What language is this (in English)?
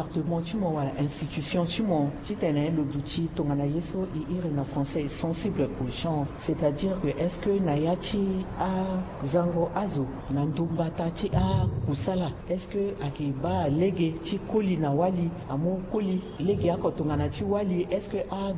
Sango